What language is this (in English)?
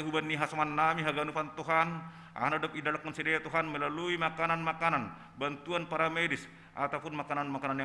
Batak Simalungun